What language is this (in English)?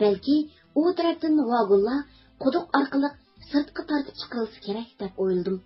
Uyghur